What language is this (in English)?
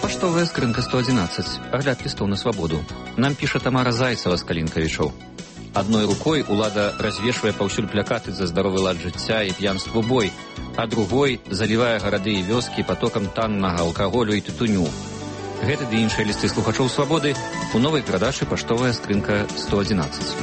Belarusian